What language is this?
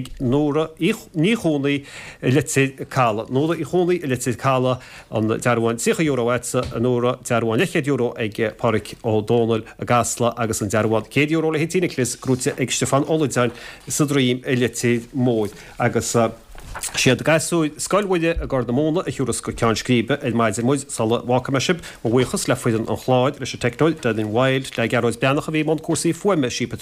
Irish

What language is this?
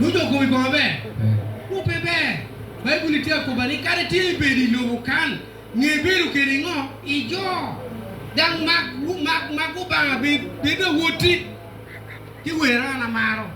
Acoli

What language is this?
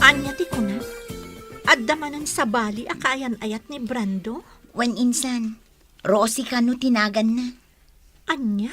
Iloko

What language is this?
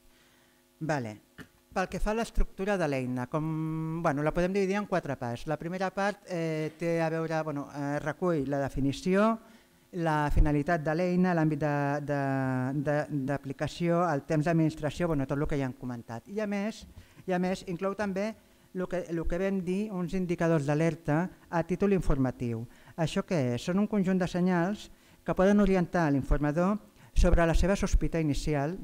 Catalan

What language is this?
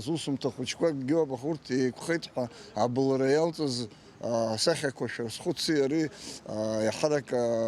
Abkhazian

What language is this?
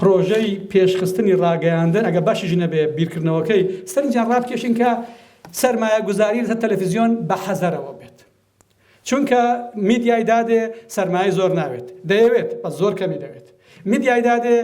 Central Kurdish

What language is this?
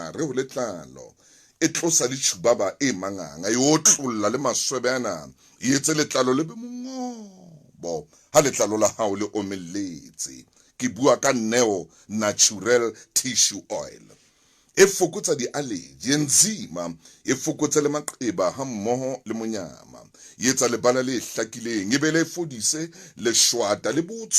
Southern Sotho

